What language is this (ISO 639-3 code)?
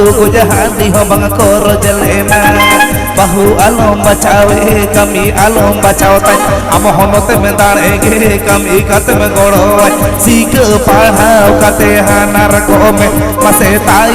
sat